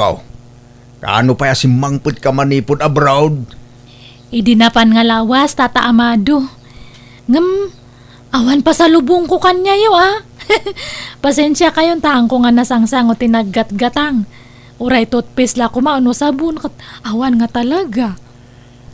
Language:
Iloko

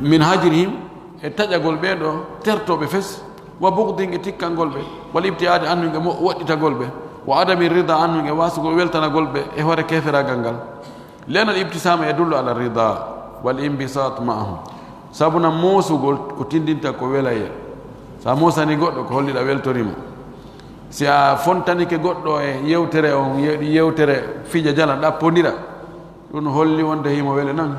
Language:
Pular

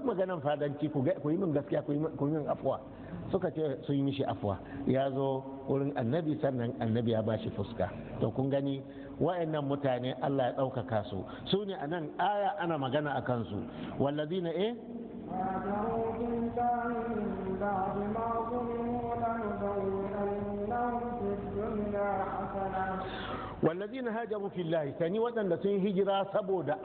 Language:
Hausa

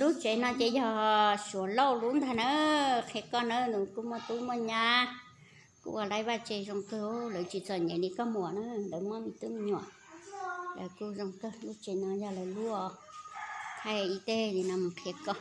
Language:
Hmong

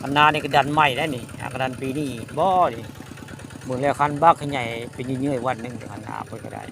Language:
Northeastern Thai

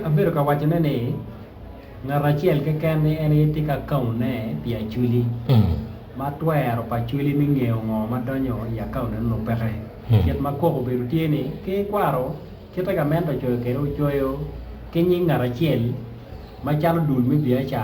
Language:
Acoli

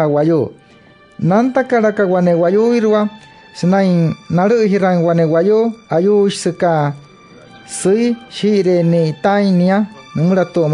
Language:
Wayuu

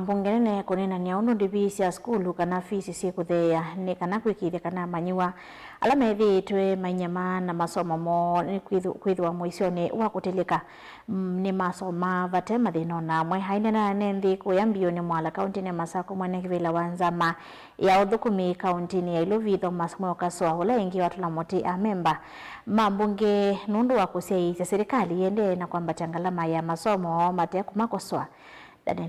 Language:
Kamba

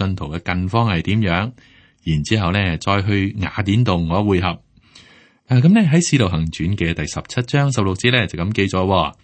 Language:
Cantonese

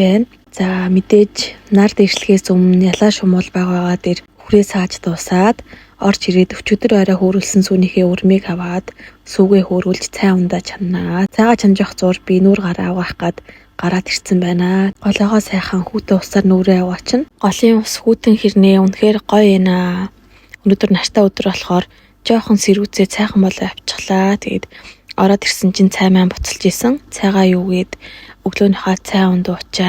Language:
Mongolian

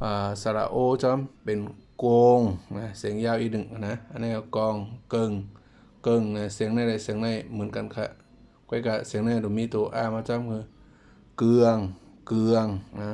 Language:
Shan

